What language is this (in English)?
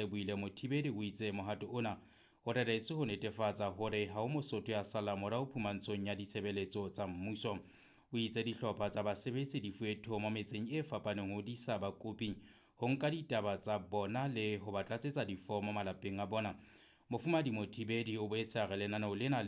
Southern Sotho